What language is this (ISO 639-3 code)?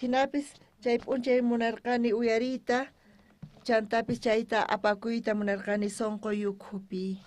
quh